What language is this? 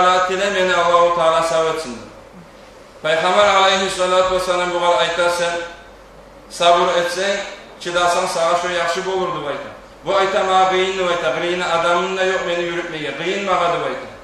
Kumyk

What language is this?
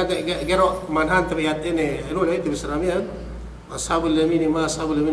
Yakan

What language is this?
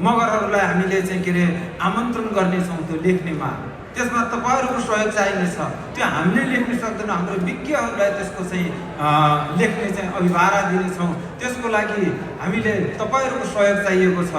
Nepali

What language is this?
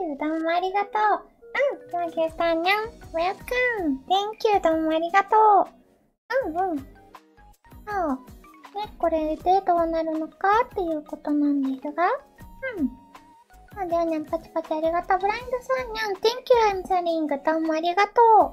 Japanese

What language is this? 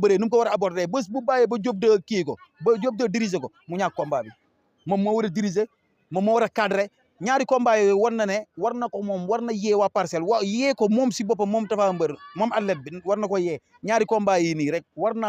Wolof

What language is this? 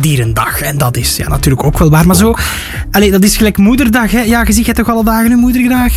Dutch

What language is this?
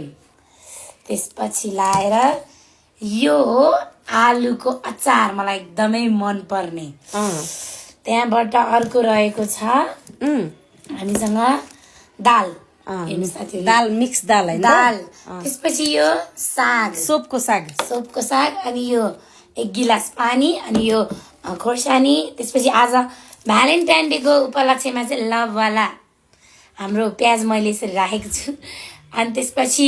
Nepali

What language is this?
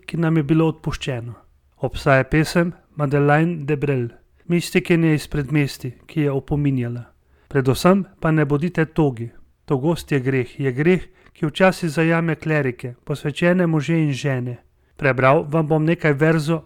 Slovenian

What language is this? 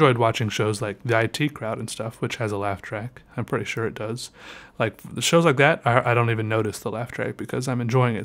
English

